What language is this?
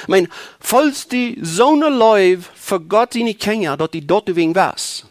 Plautdietsch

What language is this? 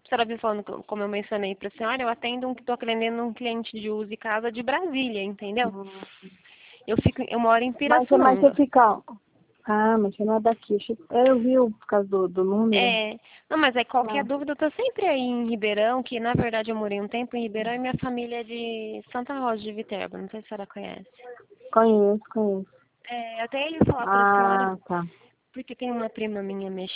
Portuguese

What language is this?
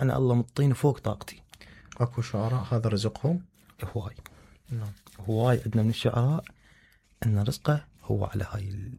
Mesopotamian Arabic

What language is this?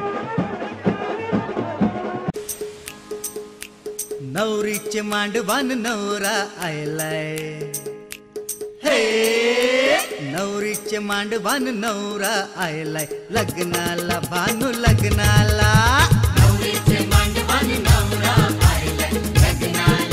Marathi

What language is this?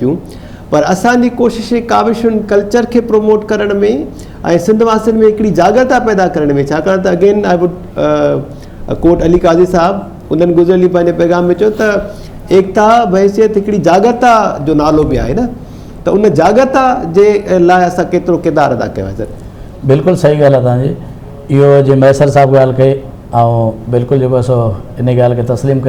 Sindhi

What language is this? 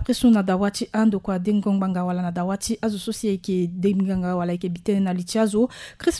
Sango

